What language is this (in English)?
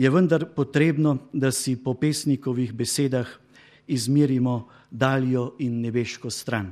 Slovenian